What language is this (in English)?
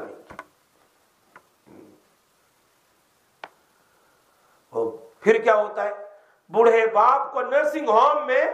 Urdu